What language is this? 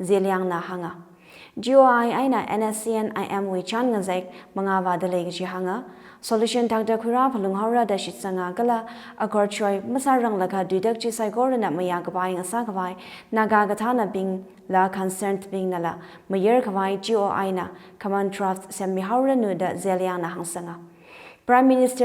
Tangkhul Naga (India)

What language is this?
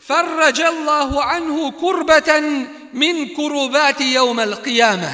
Bosnian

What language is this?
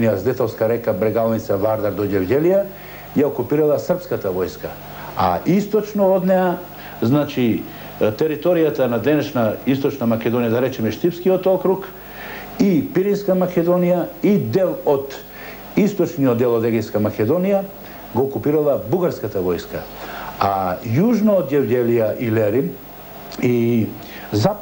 Macedonian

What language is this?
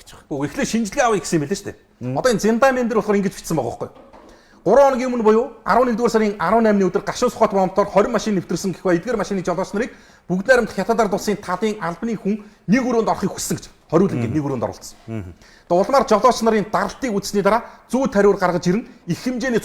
Mongolian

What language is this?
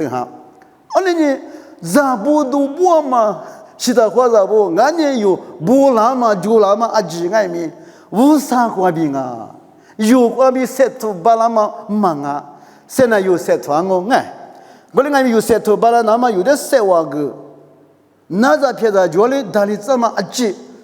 Lisu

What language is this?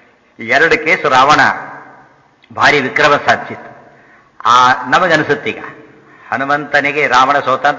Kannada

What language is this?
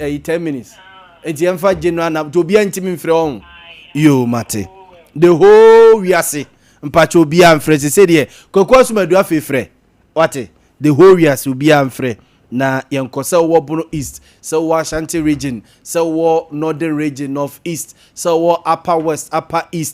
Akan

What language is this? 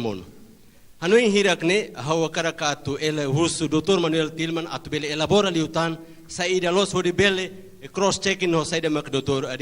Tetum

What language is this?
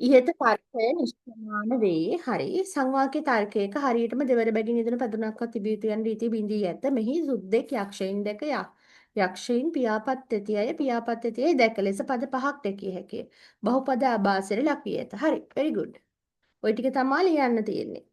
Sinhala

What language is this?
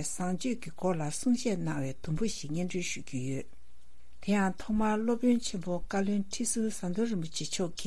Tibetan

